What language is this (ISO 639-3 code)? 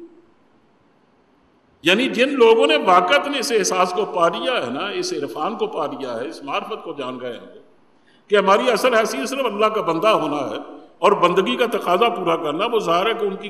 urd